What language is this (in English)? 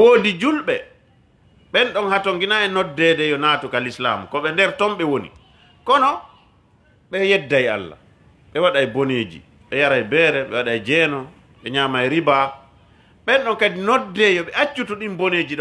Fula